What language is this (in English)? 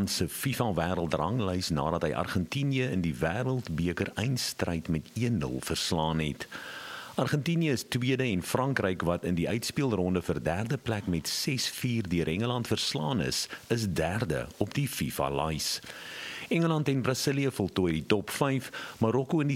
Afrikaans